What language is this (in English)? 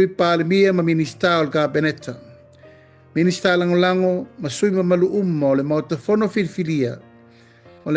Samoan